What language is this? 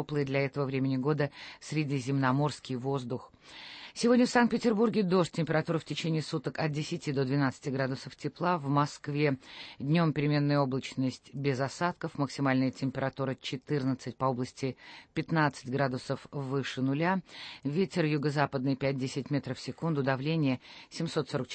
Russian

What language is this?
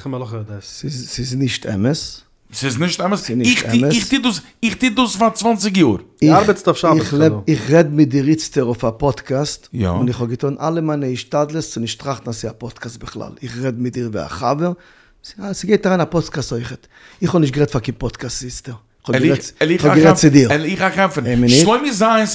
Yiddish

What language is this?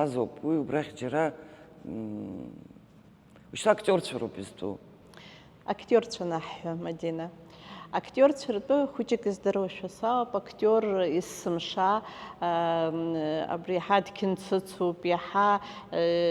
Abkhazian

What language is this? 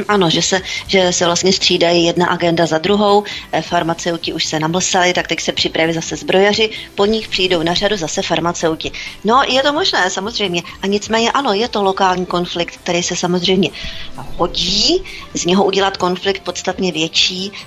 Czech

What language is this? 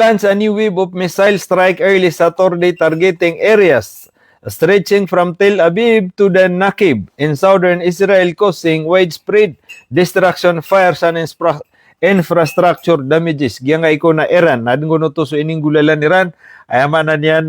Maranao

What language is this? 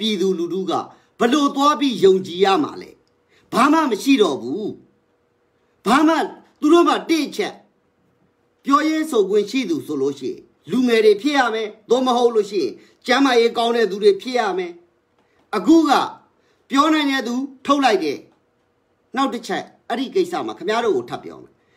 Burmese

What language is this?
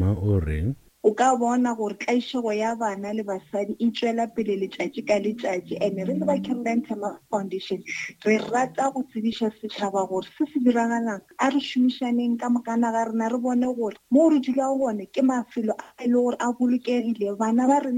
Northern Sotho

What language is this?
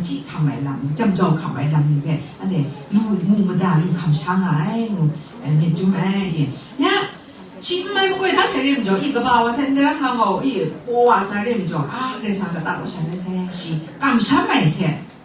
Kachin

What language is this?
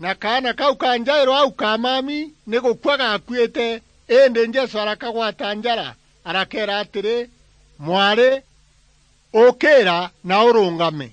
Meru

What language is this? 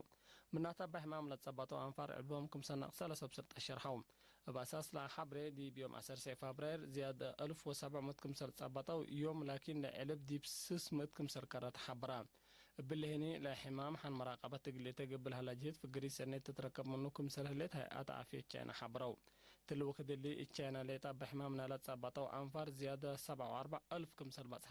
Tigre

